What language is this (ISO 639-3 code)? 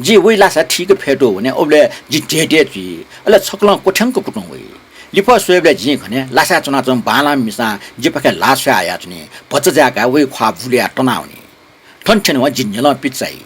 new